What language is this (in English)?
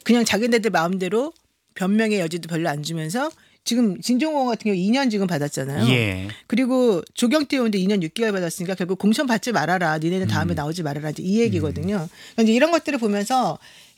Korean